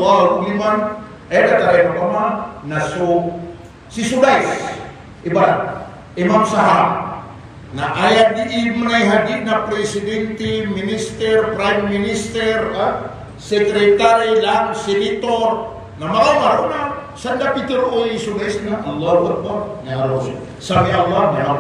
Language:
Maranao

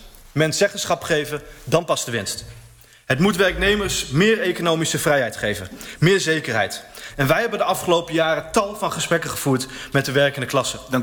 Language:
Dutch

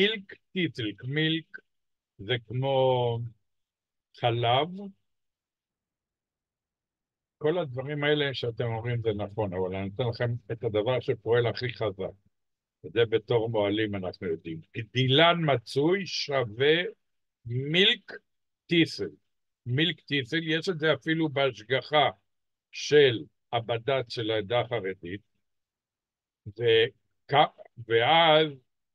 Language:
Hebrew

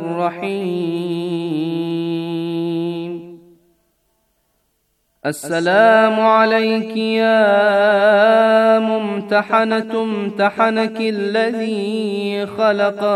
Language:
Arabic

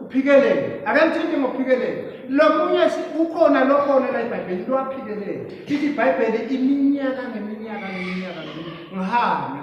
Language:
Swati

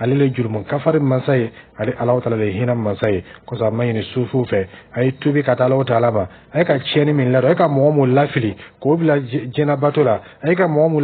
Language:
Dyula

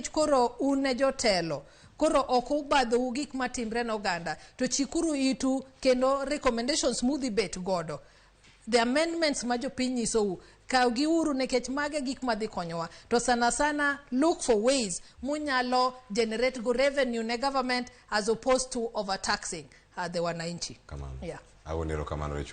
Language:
Luo (Kenya and Tanzania)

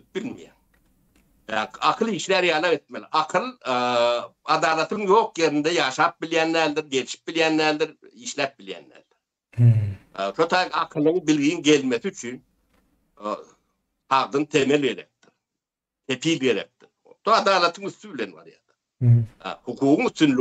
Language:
Turkmen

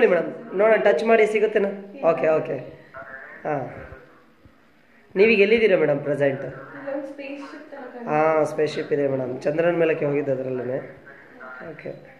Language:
Kannada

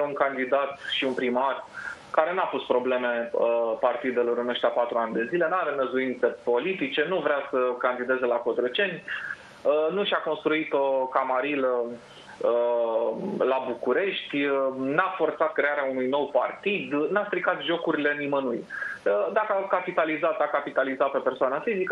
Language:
Romanian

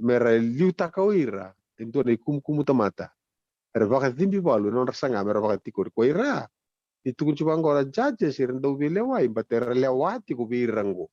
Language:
Fijian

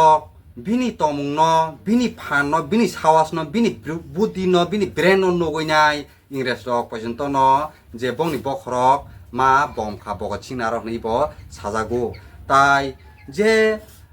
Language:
Kok Borok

